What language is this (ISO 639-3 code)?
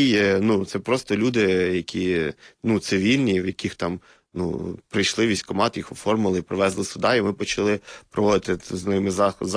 ukr